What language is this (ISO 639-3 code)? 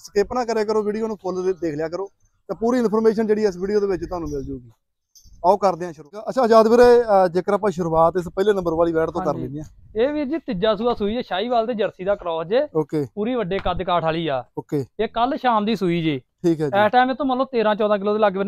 pan